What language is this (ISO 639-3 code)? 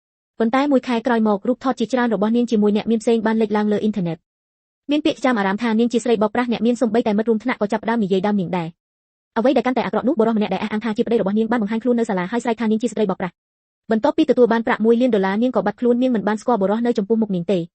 khm